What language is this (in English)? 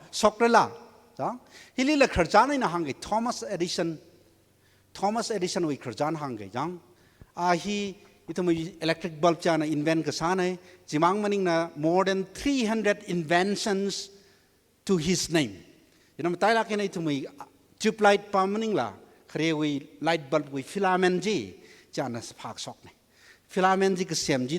Tangkhul Naga (India)